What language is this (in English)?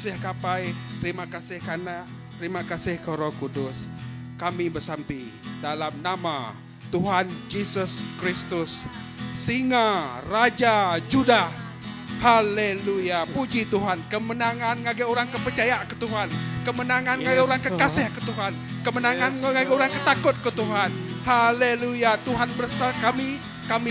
Iban